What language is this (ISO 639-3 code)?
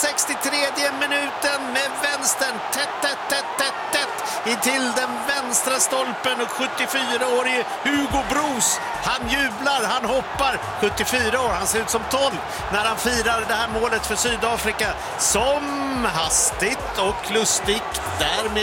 swe